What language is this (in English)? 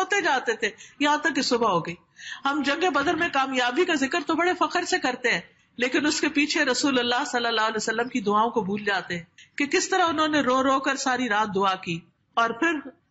Urdu